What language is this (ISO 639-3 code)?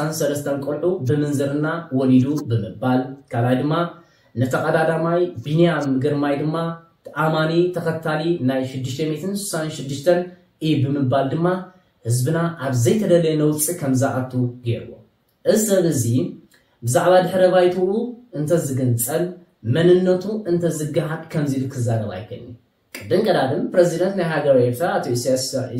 tir